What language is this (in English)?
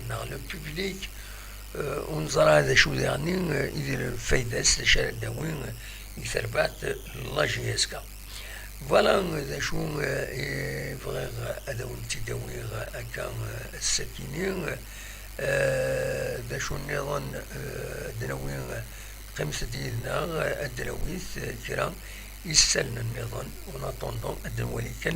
Kabyle